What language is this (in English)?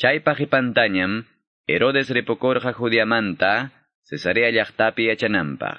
Quechua